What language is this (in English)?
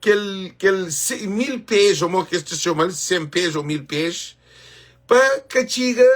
Kabuverdianu